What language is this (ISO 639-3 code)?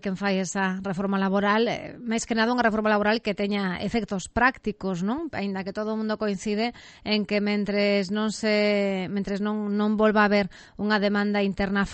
glg